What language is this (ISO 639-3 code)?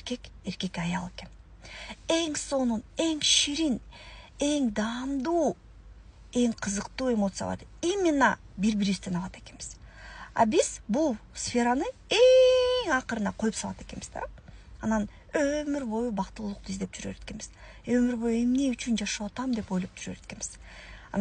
kir